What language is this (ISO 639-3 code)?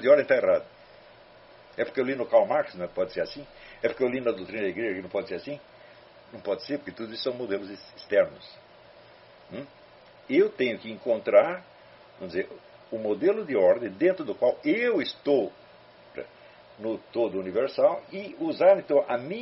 por